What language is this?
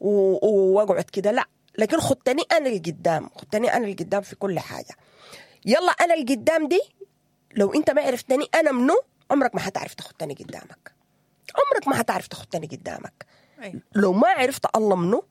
Sudanese Arabic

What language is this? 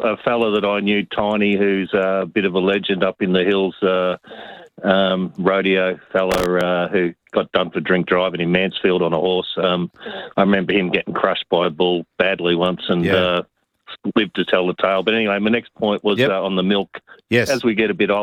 English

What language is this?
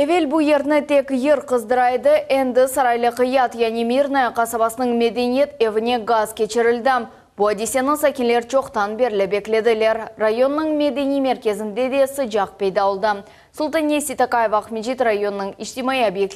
Crimean Tatar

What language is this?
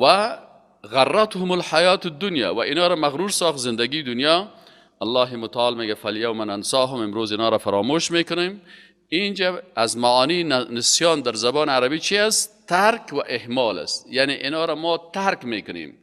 Persian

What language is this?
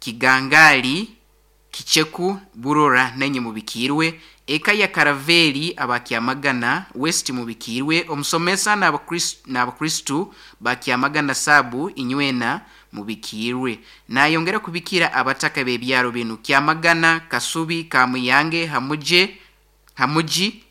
Nyoro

